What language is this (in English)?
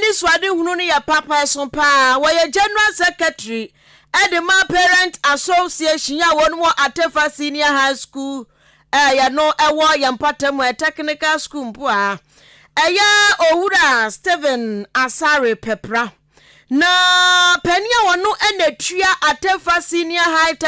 Akan